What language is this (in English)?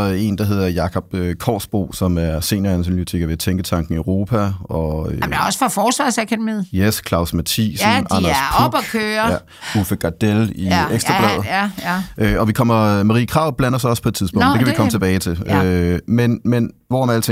Danish